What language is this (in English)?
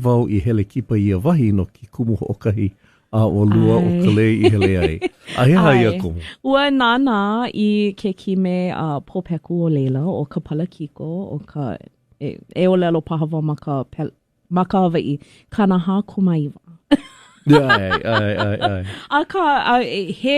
Hawaiian